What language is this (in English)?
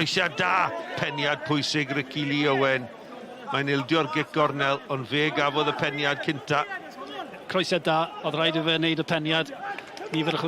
Welsh